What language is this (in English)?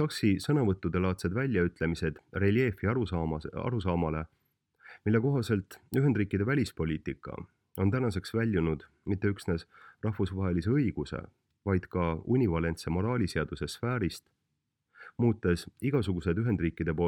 Estonian